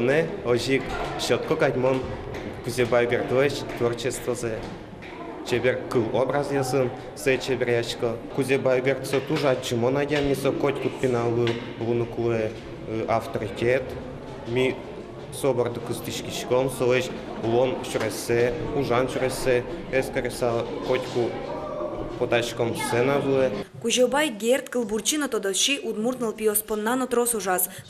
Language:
Udmurt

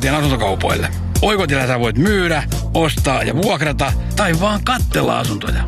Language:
Finnish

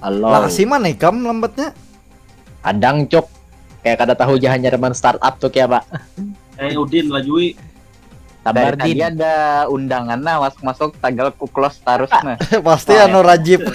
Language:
Banjar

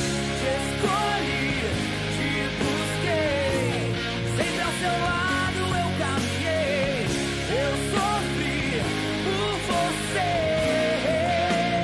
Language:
Portuguese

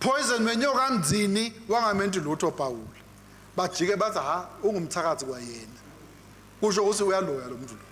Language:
Swati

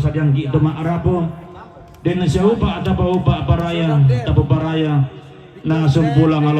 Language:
Toraja-Sa'dan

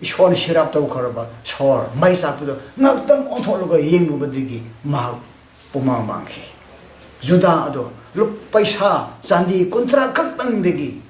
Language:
Manipuri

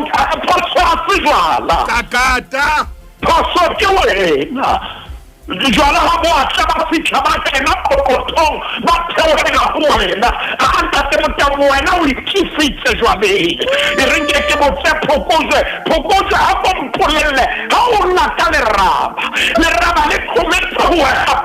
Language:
Southern Sotho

